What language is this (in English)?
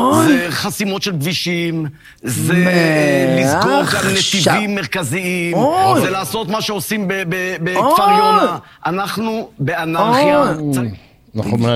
Hebrew